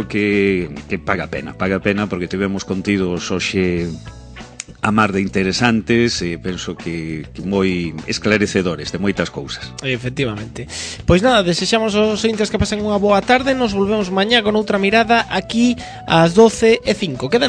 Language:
Galician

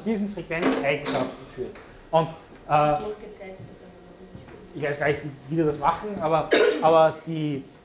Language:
German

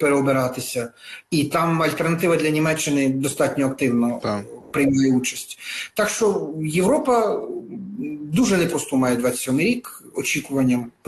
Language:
Ukrainian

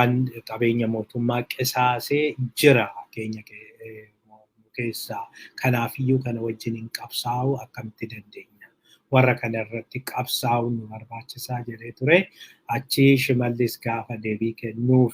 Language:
Oromo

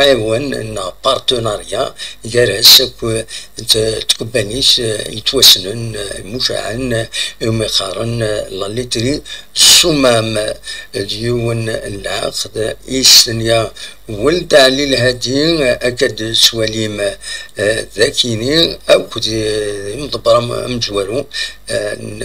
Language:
Kabyle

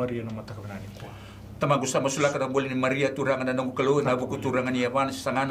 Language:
Fijian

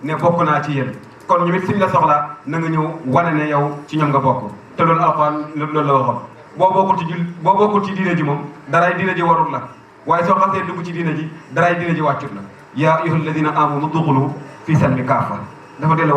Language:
Wolof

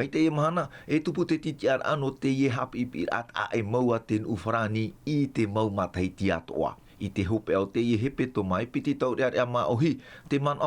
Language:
Tahitian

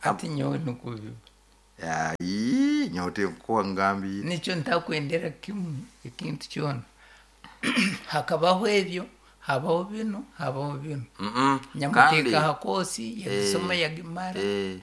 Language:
Nyoro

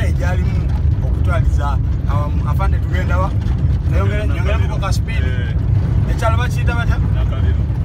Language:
Ganda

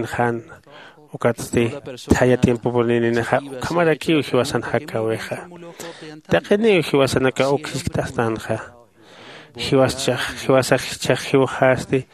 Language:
Aymara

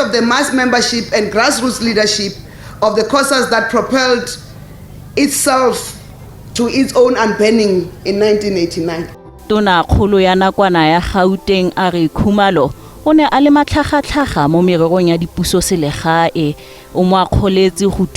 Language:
Tswana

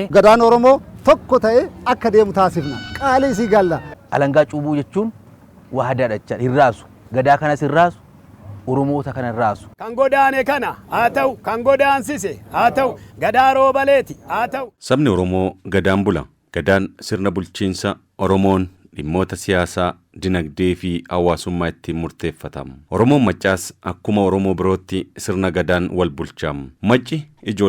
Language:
Oromo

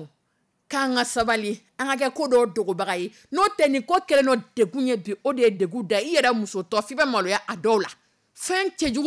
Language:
Dyula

